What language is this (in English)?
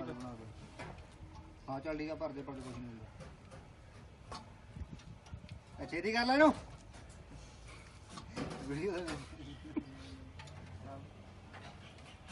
Punjabi